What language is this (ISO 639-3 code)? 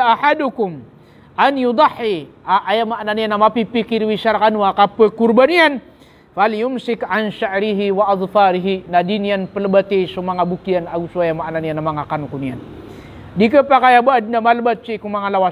mrw